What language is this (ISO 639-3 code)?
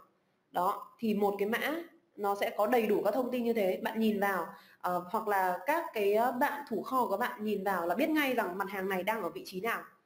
vie